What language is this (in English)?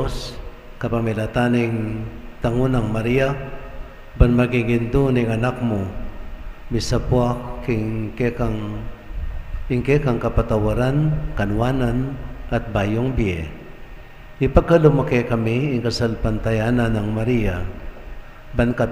Pampanga